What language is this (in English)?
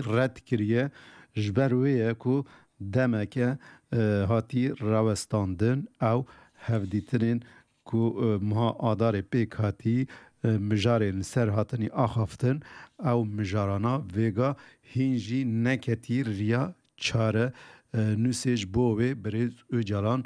Kurdish